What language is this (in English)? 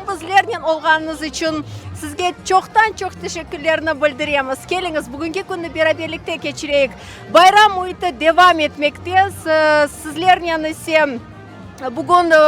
Crimean Tatar